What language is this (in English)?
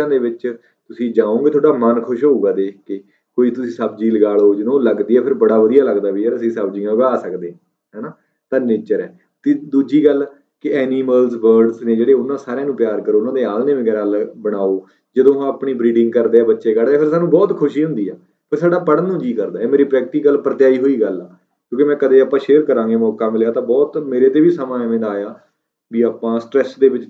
Punjabi